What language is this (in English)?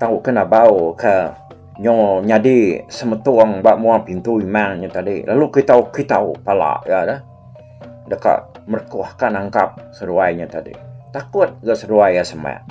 Iban